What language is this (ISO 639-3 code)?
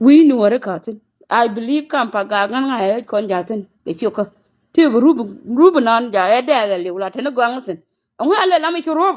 nus